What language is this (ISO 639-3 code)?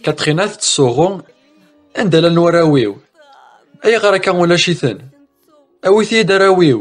kab